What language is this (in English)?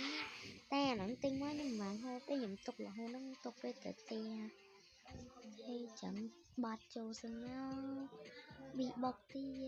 Khmer